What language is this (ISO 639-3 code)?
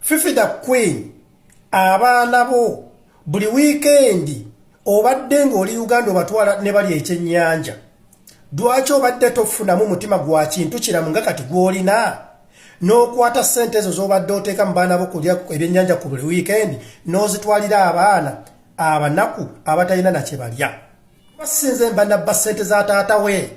lug